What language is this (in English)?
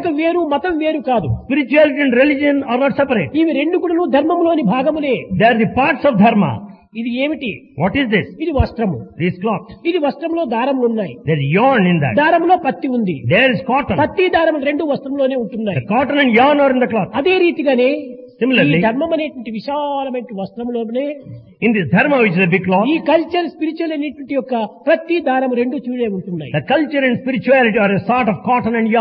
Telugu